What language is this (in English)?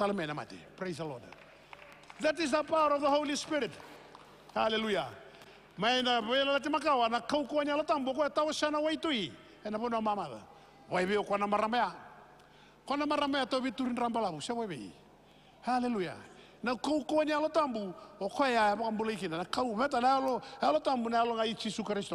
Fijian